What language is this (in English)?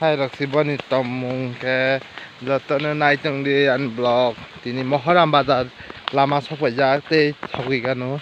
Kok Borok